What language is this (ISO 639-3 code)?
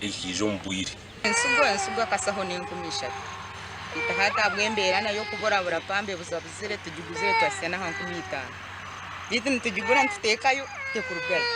nyn